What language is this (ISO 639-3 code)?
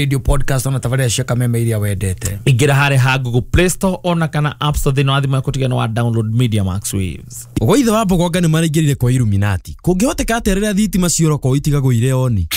kik